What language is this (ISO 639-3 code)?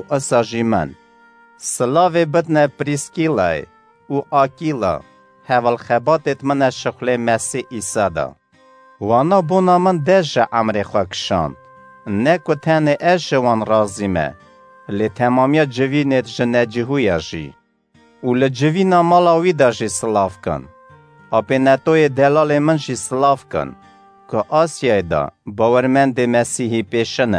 kur